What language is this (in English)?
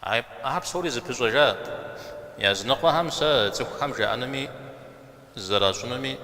Kabardian